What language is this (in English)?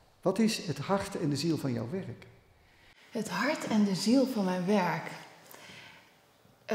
Dutch